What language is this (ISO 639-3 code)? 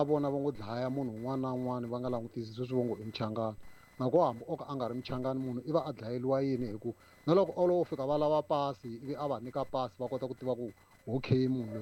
tso